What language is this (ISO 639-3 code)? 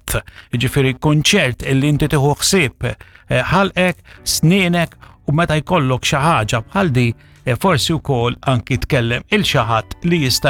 mlt